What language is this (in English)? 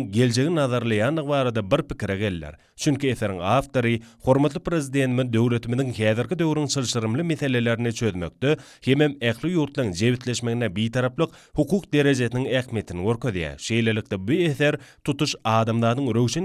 Turkmen